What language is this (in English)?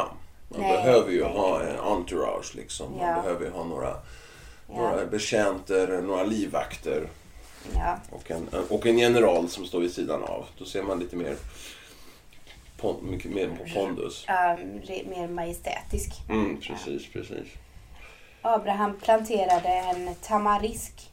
Swedish